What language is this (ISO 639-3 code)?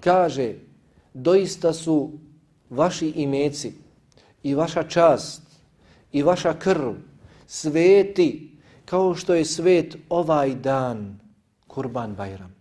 bos